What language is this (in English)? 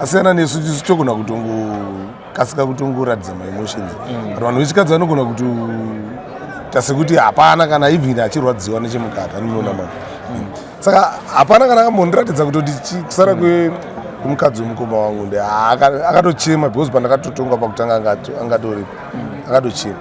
Shona